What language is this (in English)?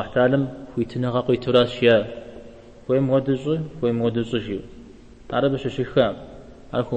Kabardian